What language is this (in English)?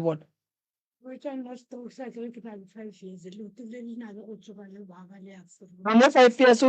Northern Sotho